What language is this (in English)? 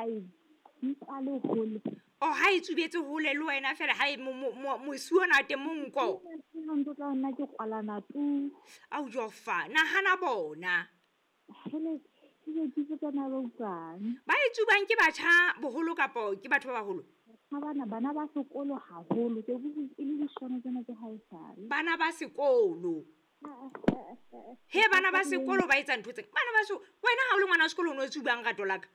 Southern Sotho